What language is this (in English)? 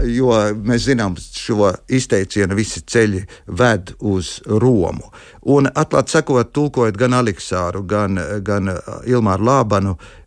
Latvian